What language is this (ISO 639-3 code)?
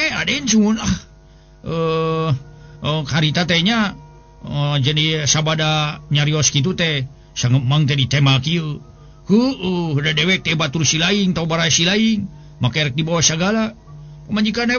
sun